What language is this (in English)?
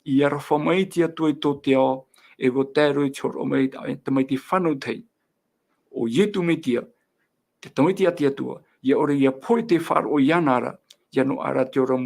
Tahitian